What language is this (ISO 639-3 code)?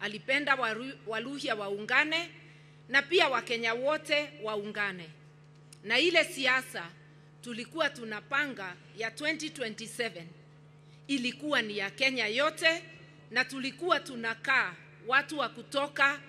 swa